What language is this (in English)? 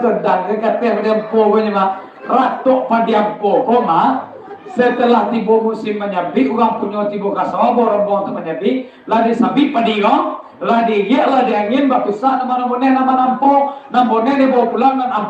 Minangkabau